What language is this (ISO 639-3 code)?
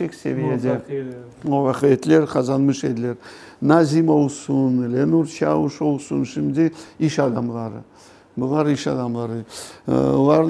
crh